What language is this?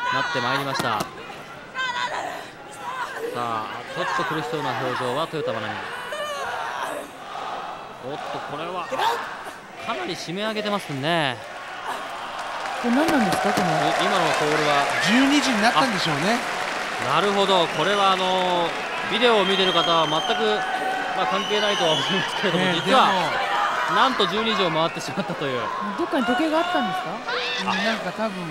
Japanese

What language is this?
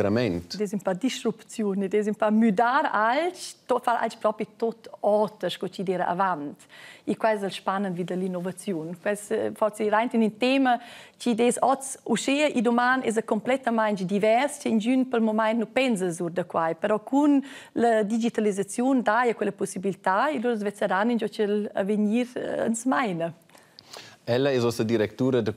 Romansh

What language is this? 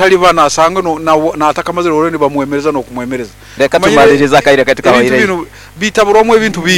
Nyoro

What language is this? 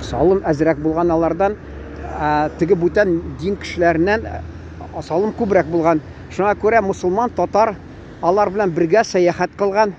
Tatar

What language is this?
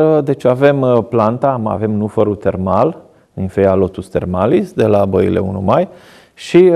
Romanian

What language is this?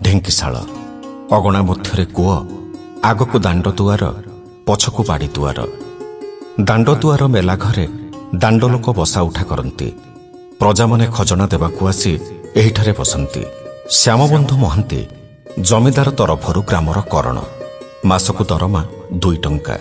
Odia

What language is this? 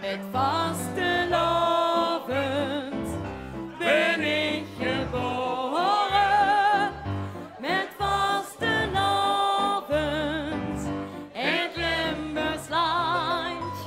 Limburgish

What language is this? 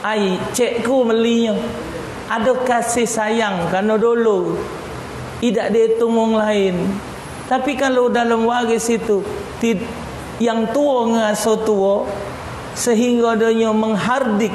Musi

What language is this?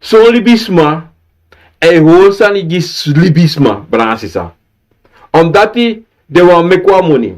Sranan Tongo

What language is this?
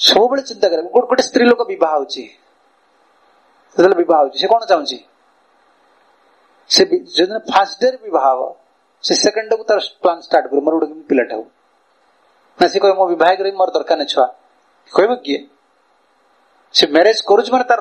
Odia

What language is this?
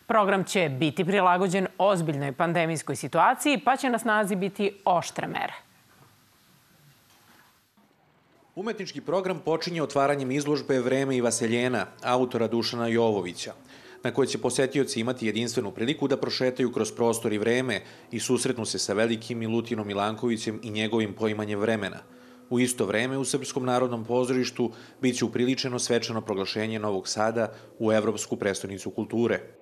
Serbian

